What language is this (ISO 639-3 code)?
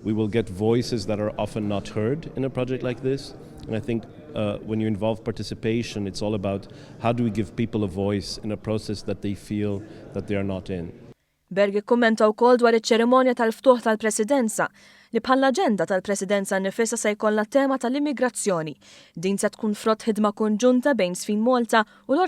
mlt